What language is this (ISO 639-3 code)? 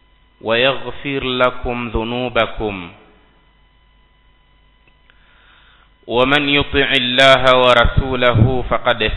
swa